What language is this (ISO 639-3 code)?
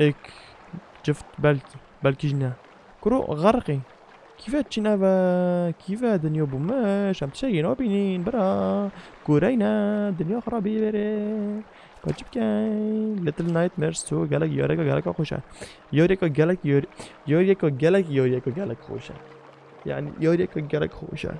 kur